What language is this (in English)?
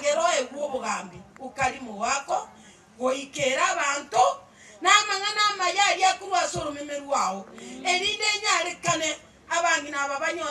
Gusii